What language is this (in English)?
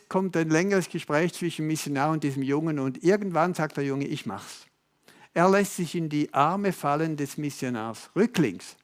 Swiss German